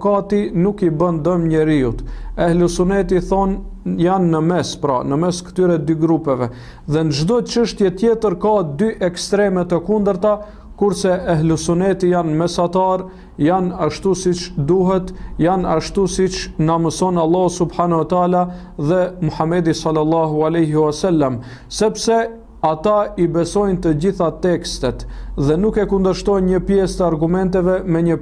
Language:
Albanian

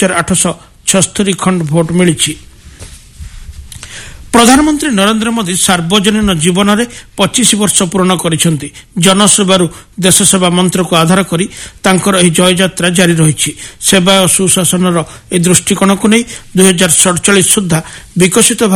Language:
Odia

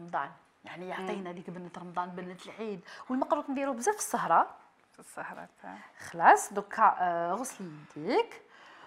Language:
Algerian Arabic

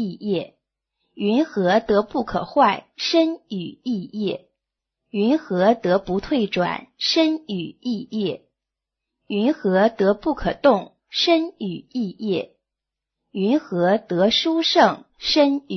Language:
Chinese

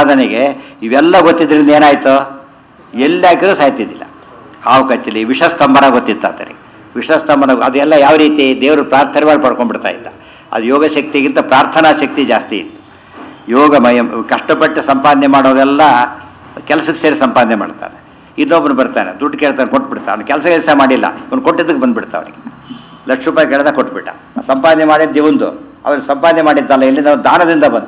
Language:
Kannada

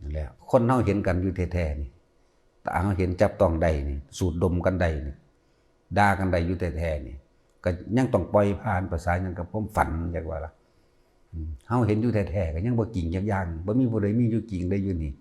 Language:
Northeastern Thai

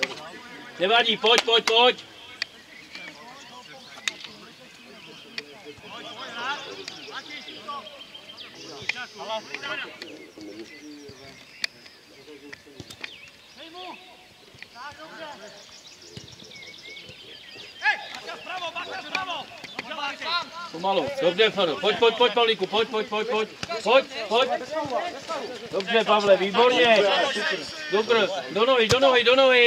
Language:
Czech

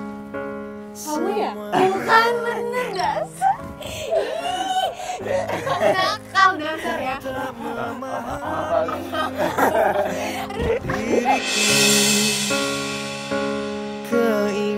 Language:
Indonesian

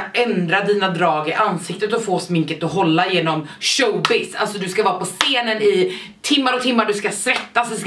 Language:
Swedish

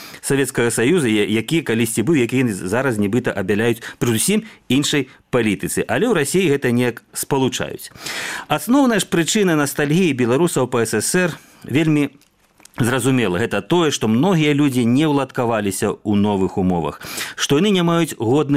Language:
Belarusian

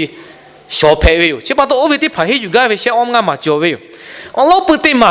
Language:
Lahu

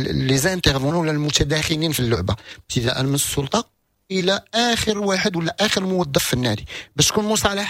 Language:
Moroccan Arabic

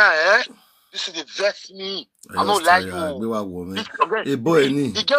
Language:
Nigerian Pidgin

